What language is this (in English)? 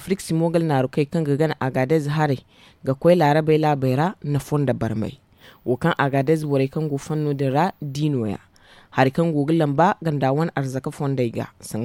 Zarma